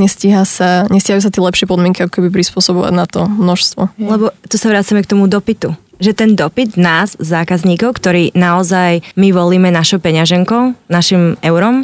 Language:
Slovak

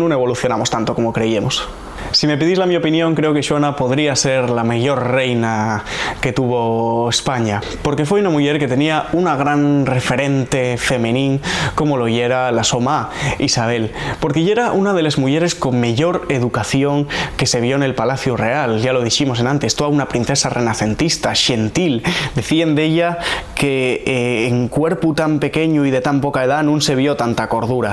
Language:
Asturian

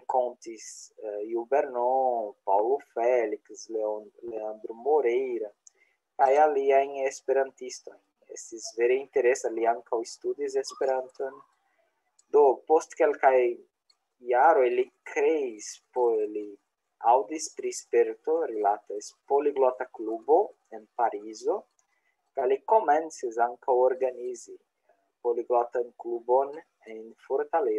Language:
Esperanto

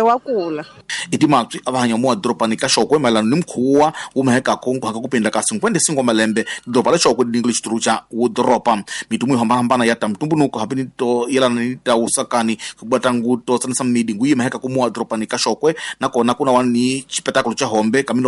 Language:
Tsonga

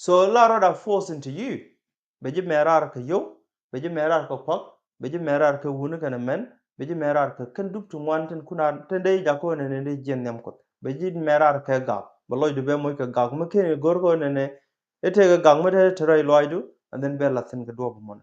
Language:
Nuer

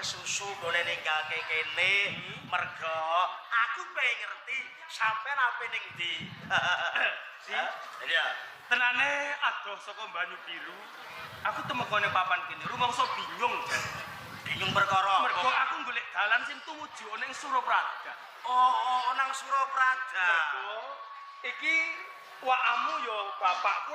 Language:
Javanese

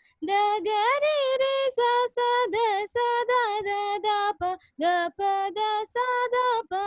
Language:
Telugu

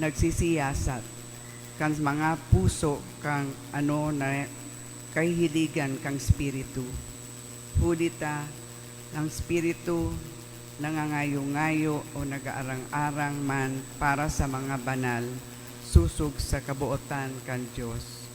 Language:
Bikol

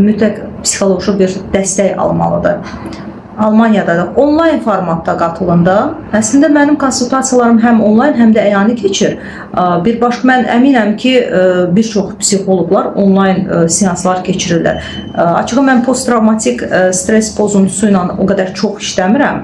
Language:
Azerbaijani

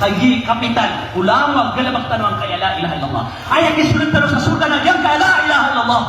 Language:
Maranao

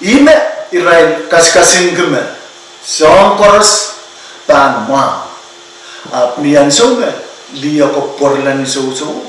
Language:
Pohnpeian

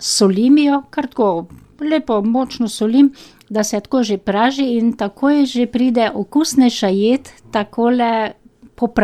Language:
Slovenian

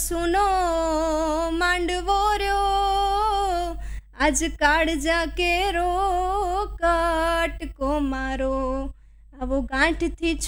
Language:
Gujarati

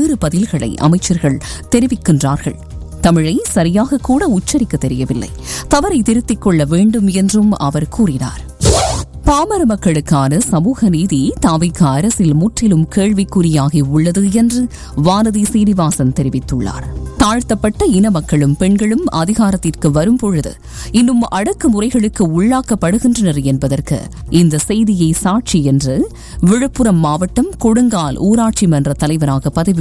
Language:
Tamil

